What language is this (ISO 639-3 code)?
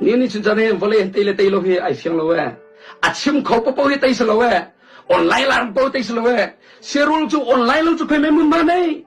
cnh